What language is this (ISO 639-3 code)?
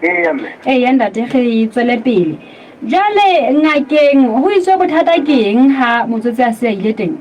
sot